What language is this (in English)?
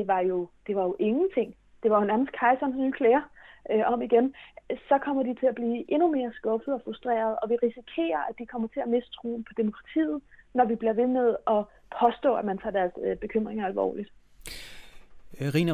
Danish